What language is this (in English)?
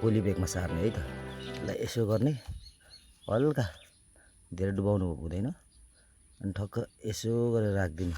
Nepali